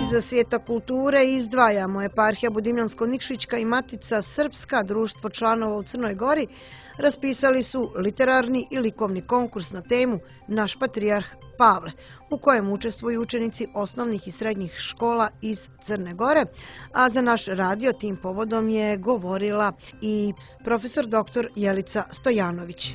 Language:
Croatian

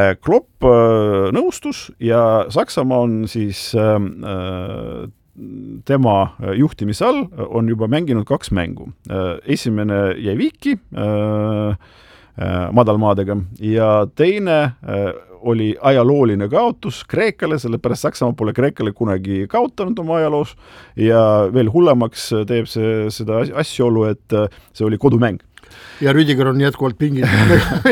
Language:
Estonian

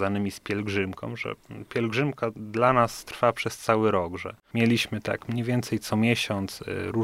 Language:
Polish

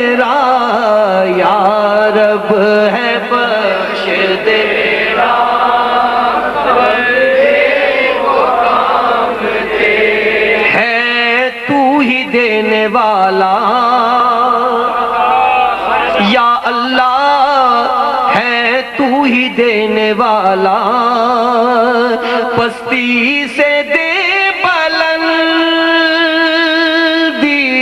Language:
Urdu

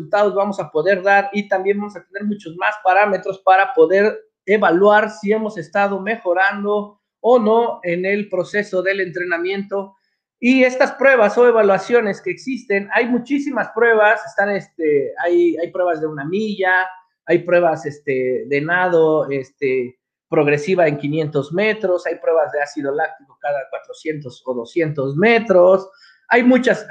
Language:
Spanish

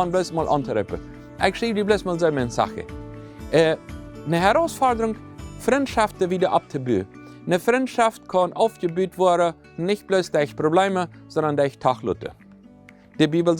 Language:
Plautdietsch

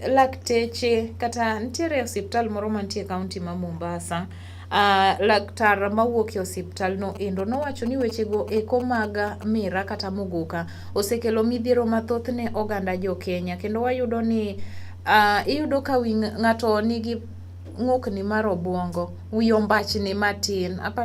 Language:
Luo (Kenya and Tanzania)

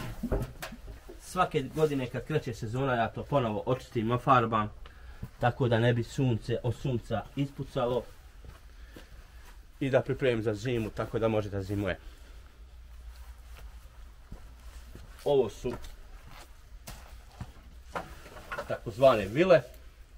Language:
Bosnian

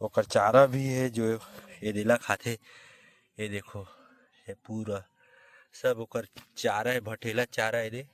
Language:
Chhattisgarhi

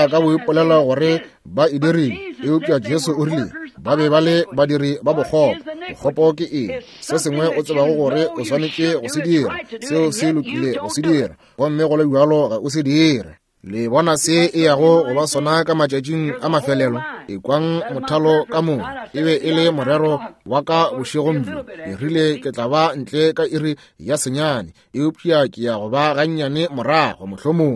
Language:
Northern Sotho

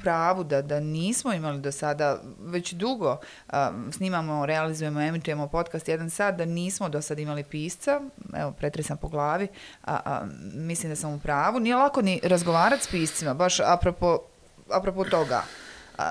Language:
Bosnian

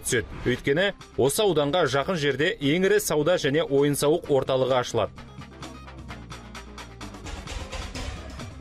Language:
Kazakh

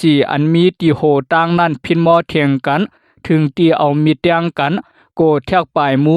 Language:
Shan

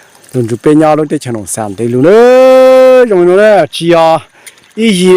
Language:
Hmong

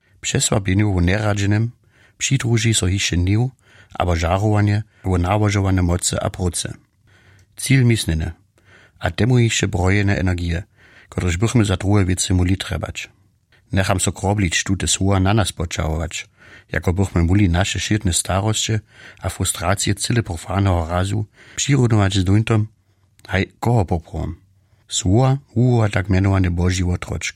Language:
Upper Sorbian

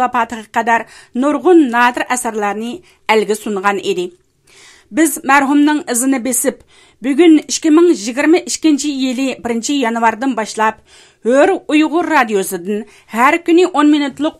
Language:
Uyghur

